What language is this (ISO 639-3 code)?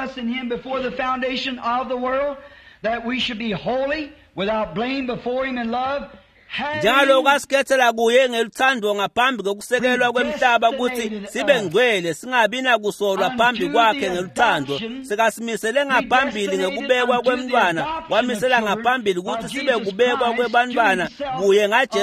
ssw